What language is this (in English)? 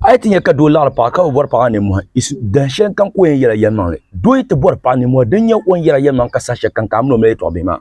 Dagbani